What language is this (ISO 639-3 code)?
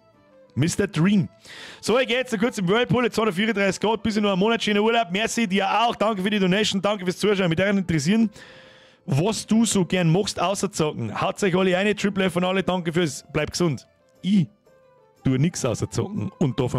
bar